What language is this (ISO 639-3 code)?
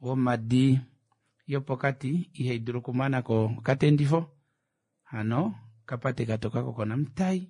kua